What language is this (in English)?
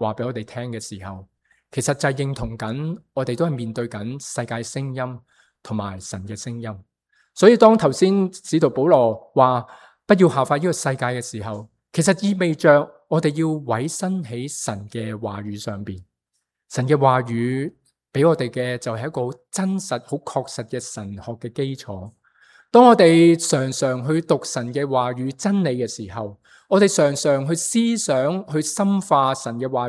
Cantonese